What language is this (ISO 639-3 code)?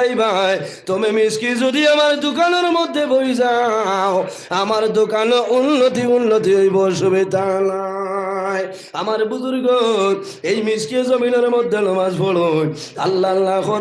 syl